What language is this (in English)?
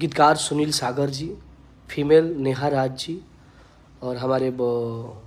Bhojpuri